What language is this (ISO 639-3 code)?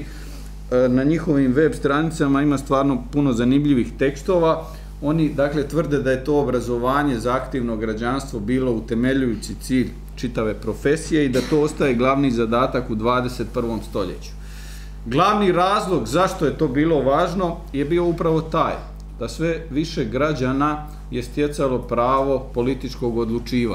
hrv